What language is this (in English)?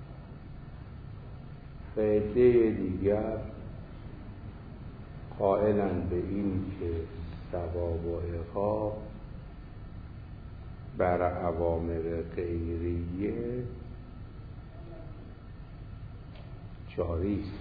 Persian